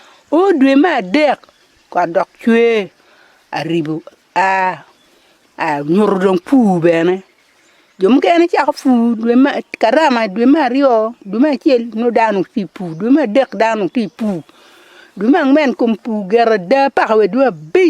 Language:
Acoli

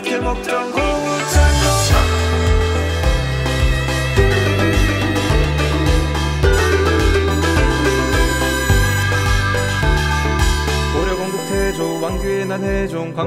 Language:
Korean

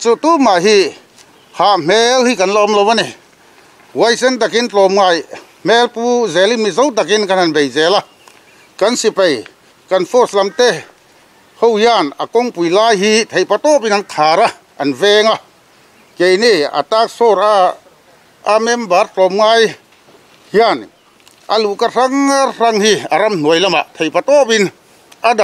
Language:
Mizo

